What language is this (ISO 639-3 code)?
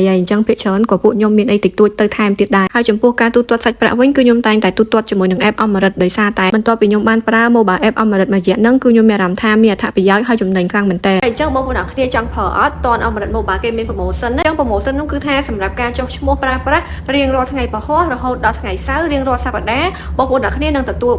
khm